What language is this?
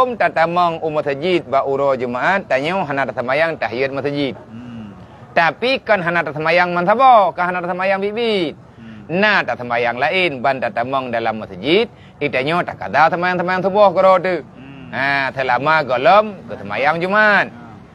Achinese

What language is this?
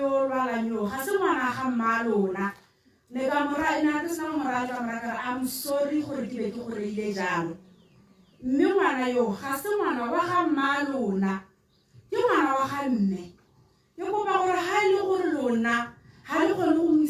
Tswana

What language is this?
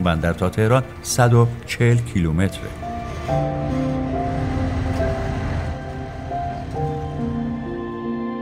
Persian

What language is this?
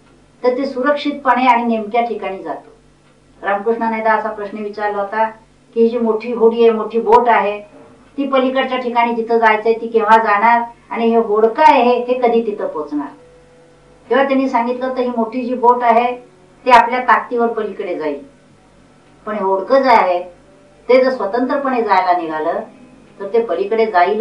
Marathi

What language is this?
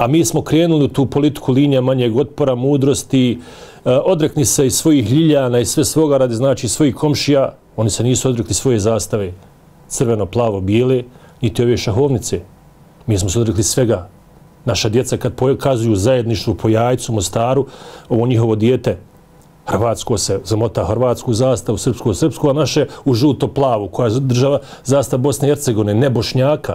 Bosnian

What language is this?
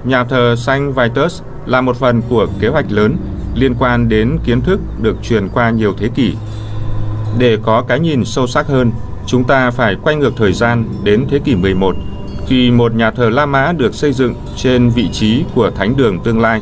Vietnamese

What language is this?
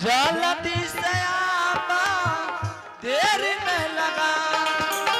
Angika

